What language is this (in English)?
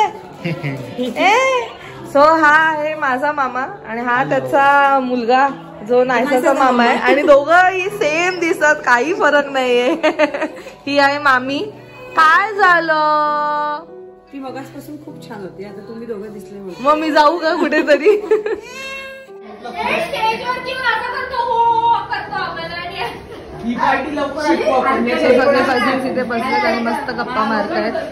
Marathi